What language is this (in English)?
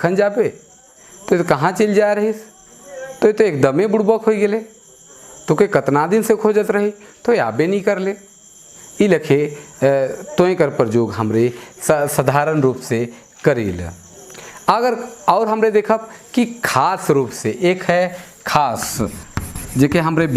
Sadri